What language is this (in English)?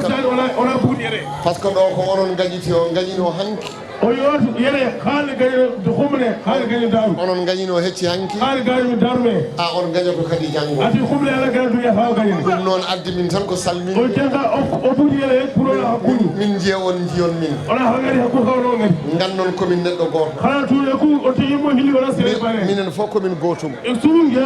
Fula